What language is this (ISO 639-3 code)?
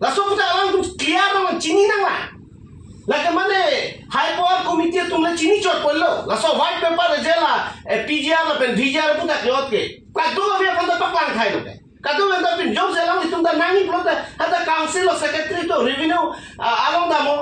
mjw